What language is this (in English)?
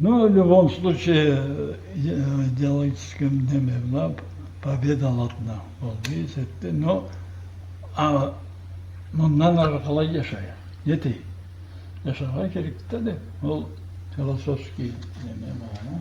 Karachay-Balkar